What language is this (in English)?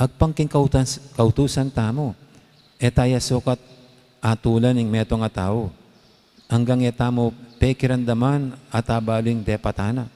Pampanga